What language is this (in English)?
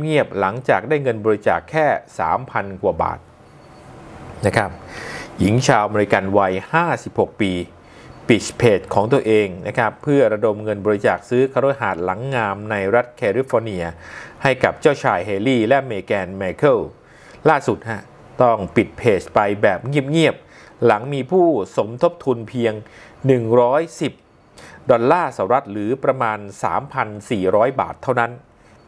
Thai